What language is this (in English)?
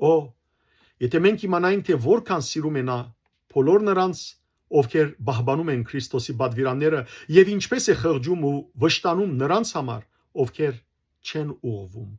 Western Armenian